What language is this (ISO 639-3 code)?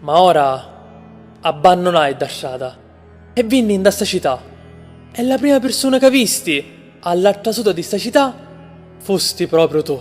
scn